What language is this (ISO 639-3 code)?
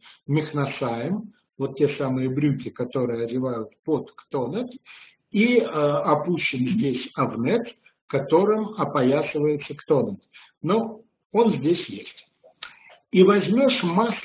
rus